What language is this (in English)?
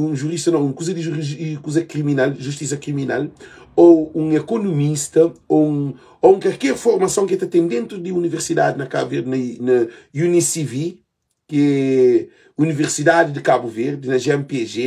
Kabuverdianu